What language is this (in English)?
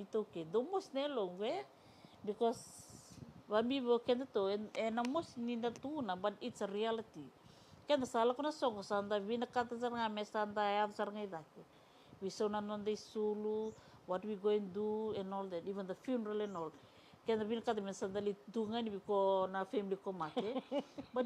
Fijian